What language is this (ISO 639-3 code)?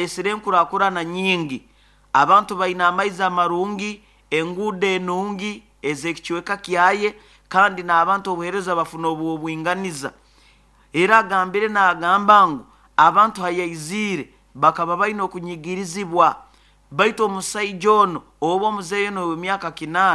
nyo